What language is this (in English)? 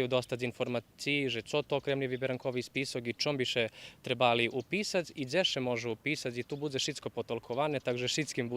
Rusyn